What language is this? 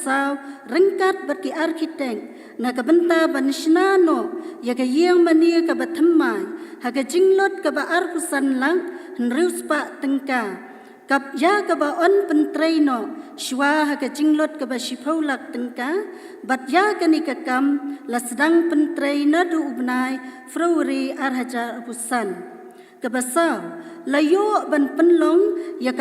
Khasi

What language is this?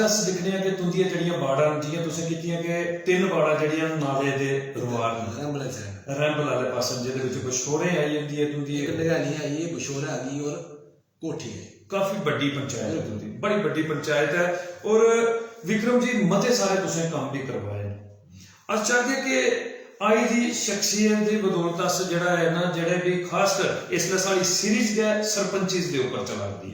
Dogri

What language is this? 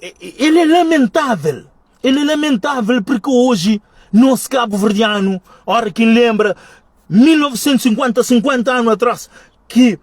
Kabuverdianu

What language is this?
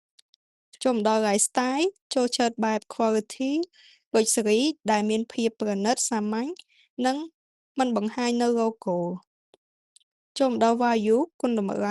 Khmer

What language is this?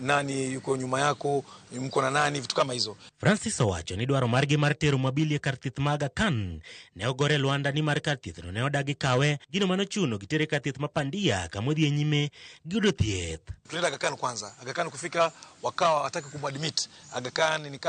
Luo (Kenya and Tanzania)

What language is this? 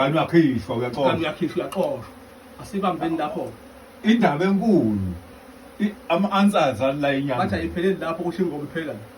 Zulu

